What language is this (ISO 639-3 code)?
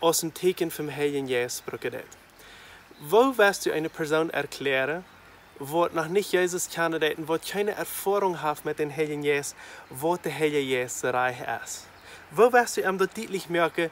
pdt